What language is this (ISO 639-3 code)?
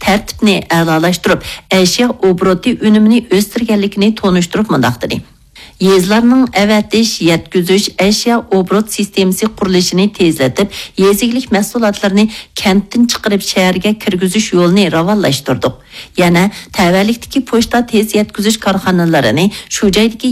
uig